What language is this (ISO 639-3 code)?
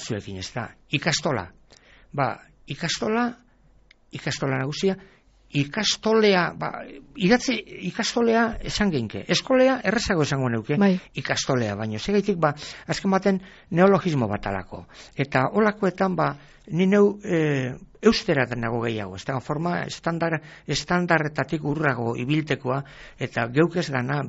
eus